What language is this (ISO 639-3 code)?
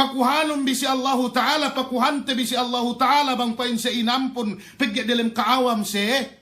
yka